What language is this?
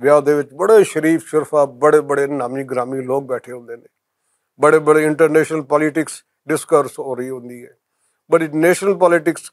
Western Panjabi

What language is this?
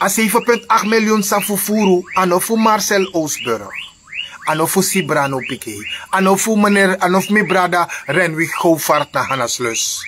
Sranan Tongo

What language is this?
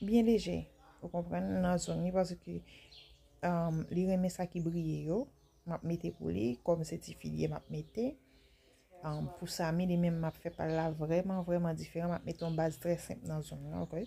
Haitian Creole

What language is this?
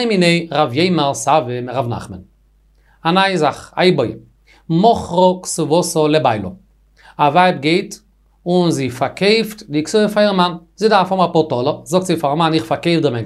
Yiddish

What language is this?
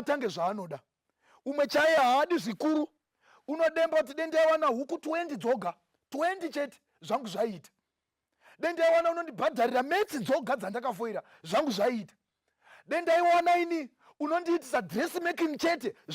Shona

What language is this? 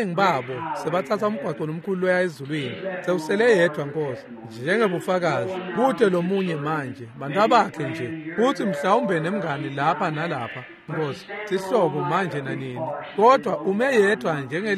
Swati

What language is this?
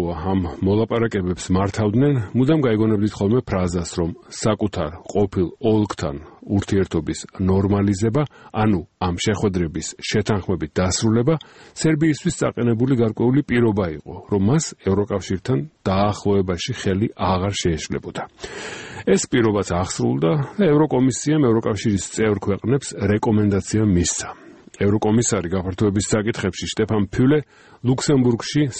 Georgian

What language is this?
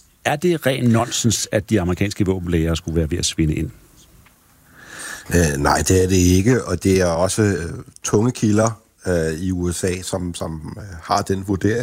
Danish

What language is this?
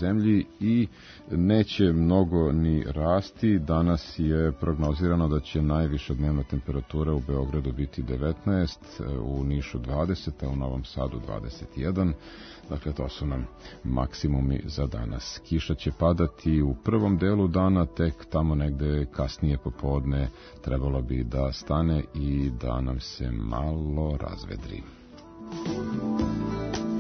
Serbian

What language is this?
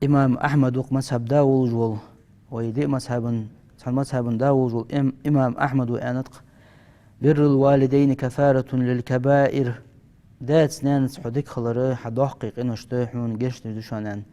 Ingush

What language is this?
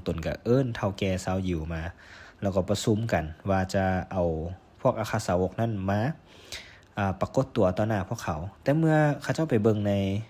Lao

